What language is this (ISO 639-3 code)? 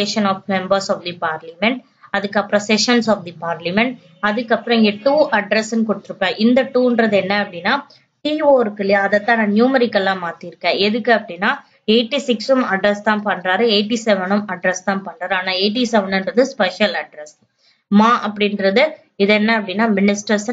tam